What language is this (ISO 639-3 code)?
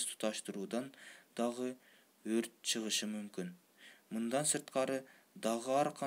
kir